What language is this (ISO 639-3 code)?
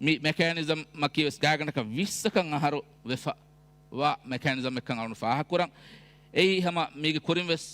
div